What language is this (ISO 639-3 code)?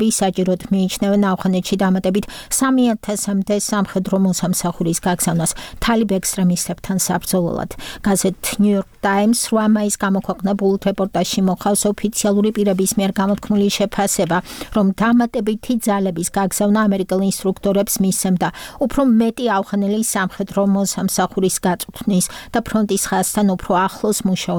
kat